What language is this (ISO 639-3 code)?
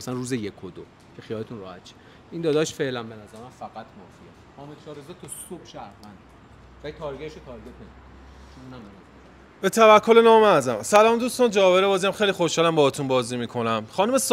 fas